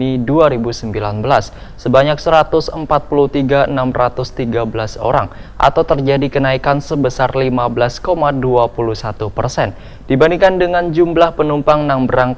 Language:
Banjar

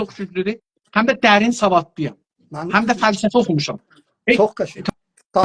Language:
South Azerbaijani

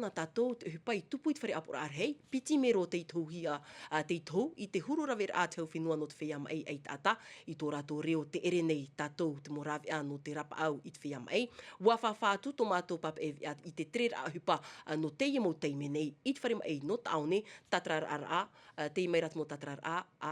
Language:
Tahitian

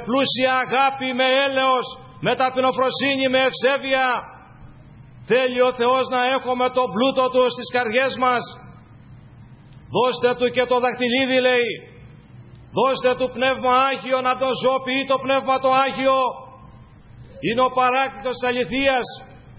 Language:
Greek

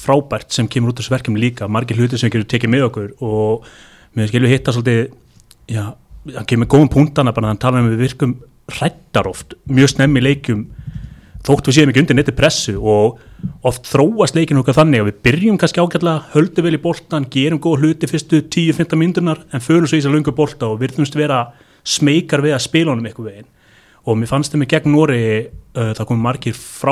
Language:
Icelandic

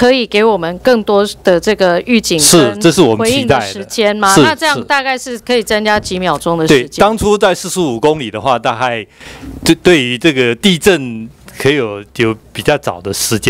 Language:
Chinese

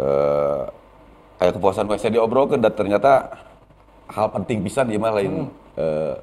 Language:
Sundanese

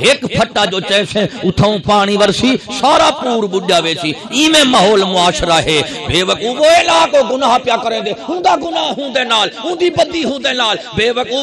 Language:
Saraiki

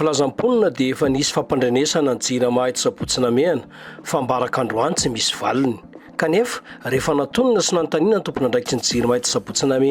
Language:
Malagasy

